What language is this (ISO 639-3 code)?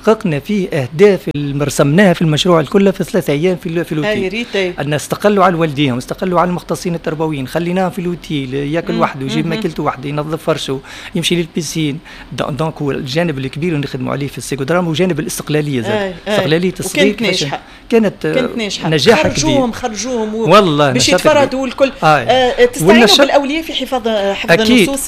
aeb